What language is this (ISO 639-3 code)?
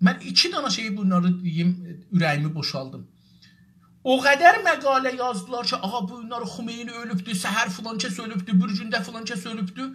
azb